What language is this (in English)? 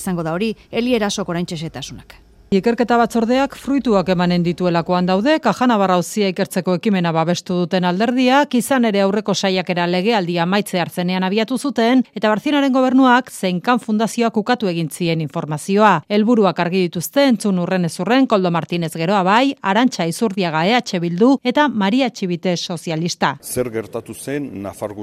Basque